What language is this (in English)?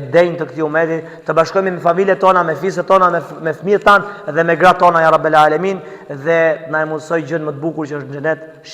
Albanian